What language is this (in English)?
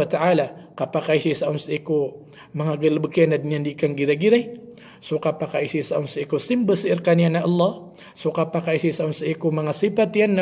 Maranao